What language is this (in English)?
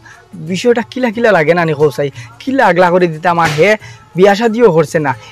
Sylheti